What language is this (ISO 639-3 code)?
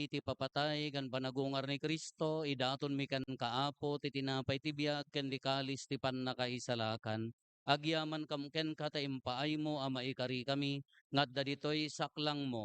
ilo